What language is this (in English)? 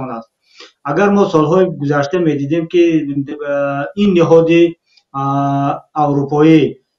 Tajik